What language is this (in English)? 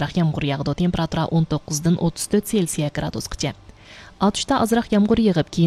Uyghur